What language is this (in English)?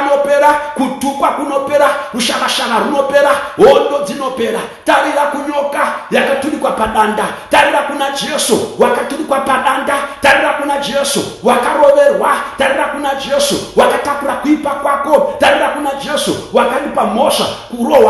Shona